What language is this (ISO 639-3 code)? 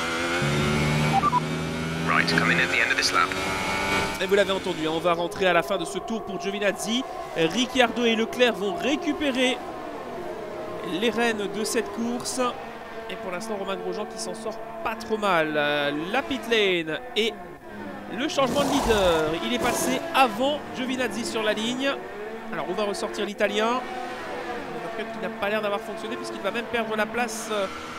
fra